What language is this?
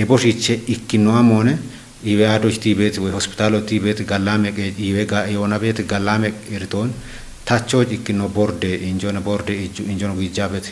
Kafa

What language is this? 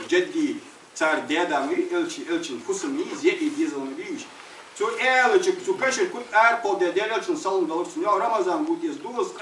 Ingush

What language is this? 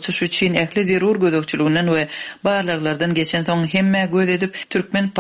Turkmen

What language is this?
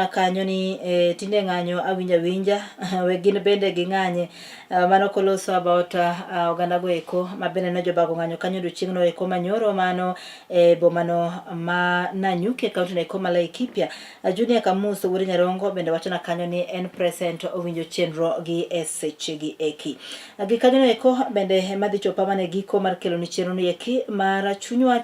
Luo (Kenya and Tanzania)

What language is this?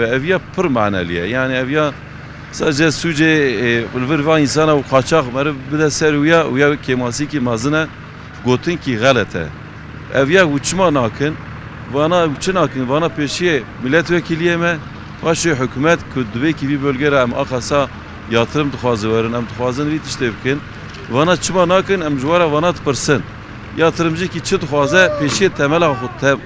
Kurdish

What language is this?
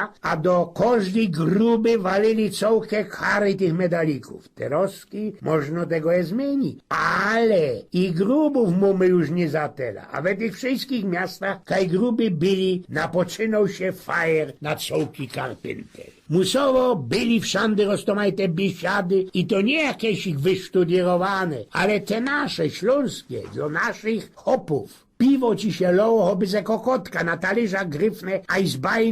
Silesian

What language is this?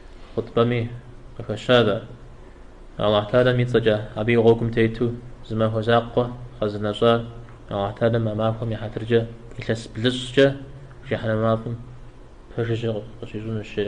Kabardian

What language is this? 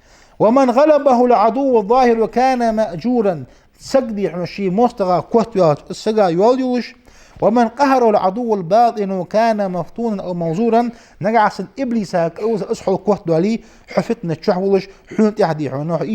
Ingush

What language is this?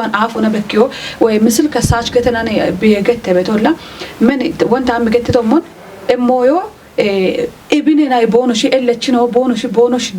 Kafa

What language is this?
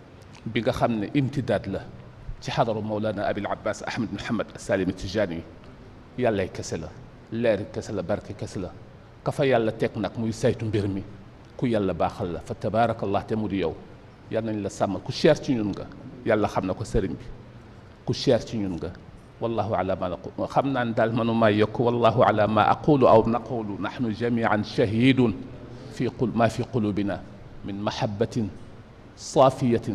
Wolof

